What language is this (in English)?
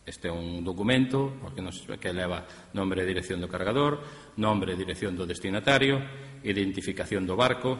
Galician